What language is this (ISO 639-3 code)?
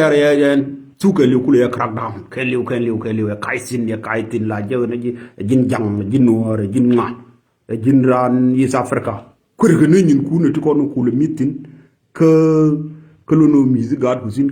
nus